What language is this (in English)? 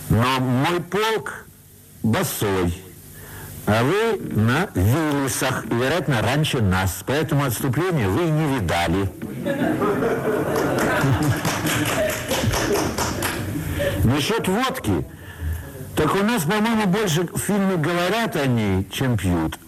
Russian